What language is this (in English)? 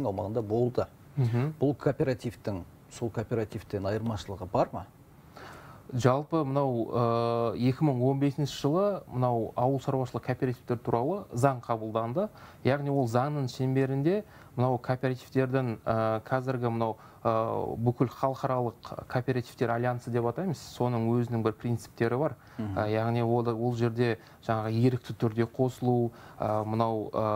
Kazakh